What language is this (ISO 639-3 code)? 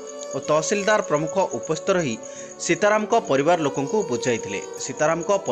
ori